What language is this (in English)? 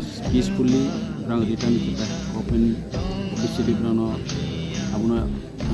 Riang (India)